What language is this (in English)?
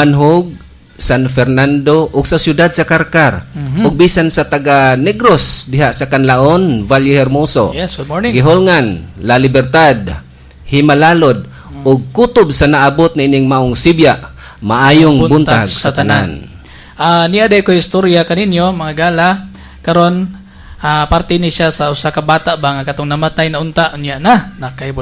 Cebuano